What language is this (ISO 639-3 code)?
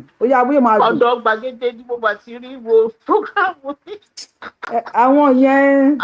yor